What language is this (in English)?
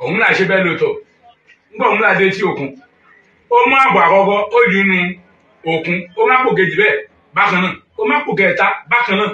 Yoruba